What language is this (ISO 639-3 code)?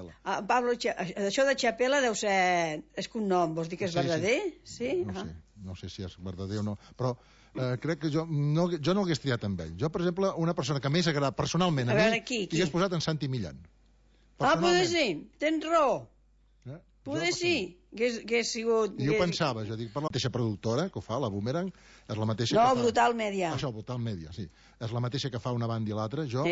cat